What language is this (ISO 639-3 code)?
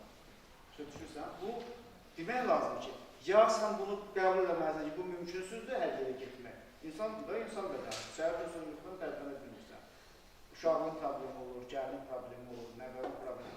aze